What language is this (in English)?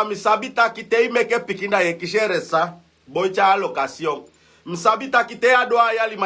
Sranan Tongo